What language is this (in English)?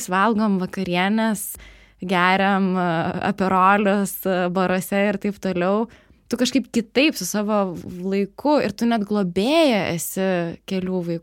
Lithuanian